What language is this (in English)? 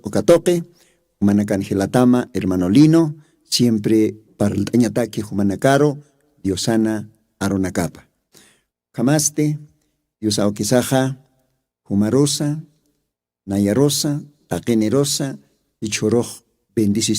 Aymara